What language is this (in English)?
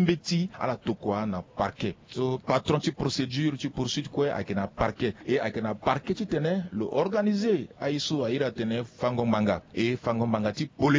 Sango